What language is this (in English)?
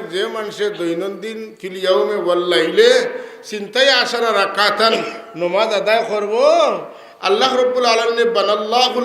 Sylheti